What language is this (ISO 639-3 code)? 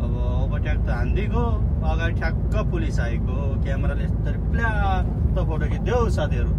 nep